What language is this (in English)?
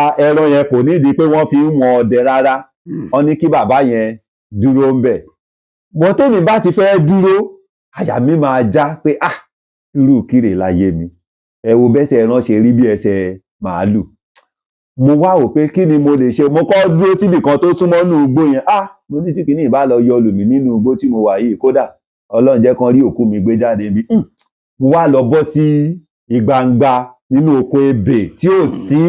Yoruba